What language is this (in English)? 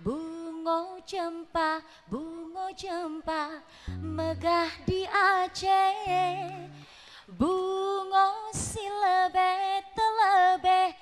Musi